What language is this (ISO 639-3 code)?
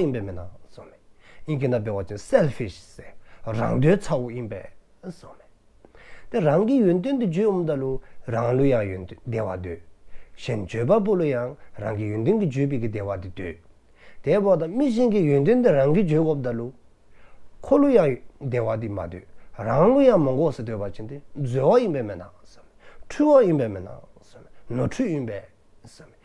dzo